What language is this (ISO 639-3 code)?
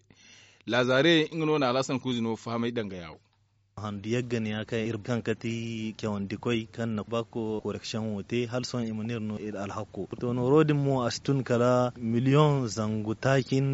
dje